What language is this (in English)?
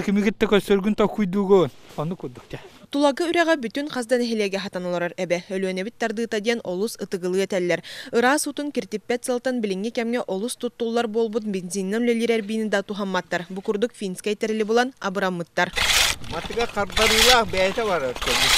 Yakut